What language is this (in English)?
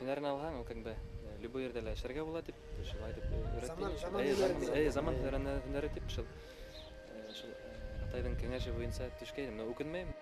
Bashkir